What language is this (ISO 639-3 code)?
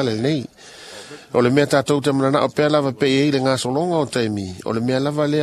smo